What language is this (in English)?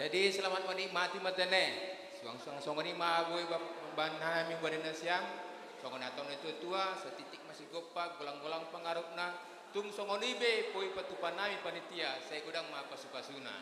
Batak Simalungun